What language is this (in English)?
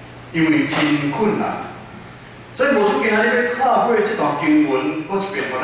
Min Nan Chinese